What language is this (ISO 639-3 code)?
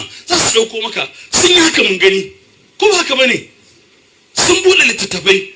hau